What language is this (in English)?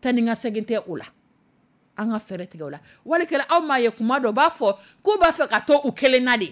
Dyula